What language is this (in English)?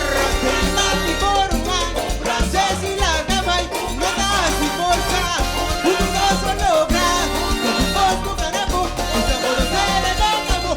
Papiamento